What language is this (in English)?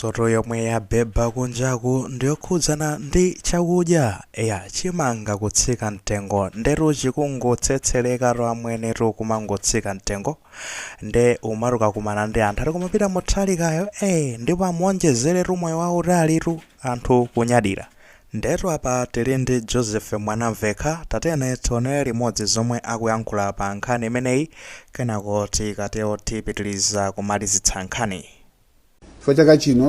Nyanja